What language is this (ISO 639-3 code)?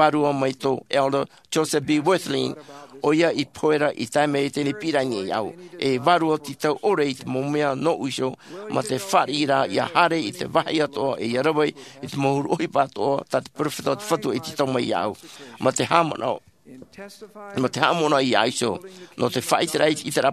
tah